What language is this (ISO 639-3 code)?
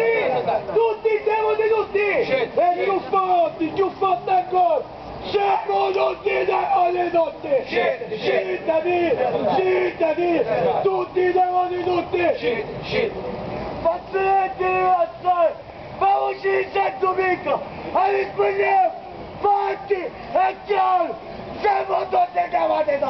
scn